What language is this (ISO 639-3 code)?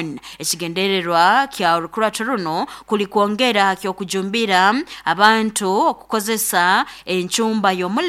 nyo